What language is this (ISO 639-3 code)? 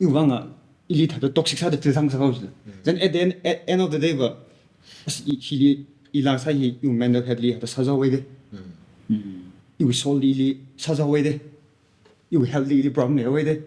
nmf